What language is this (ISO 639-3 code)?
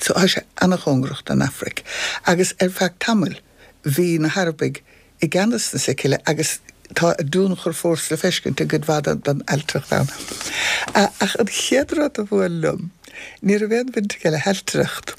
gle